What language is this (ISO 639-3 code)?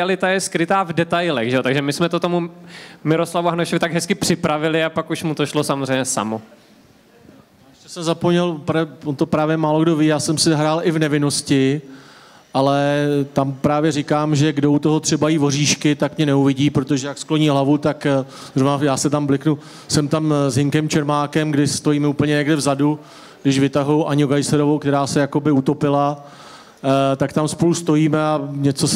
ces